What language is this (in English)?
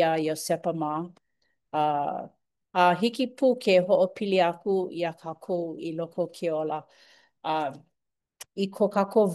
Hawaiian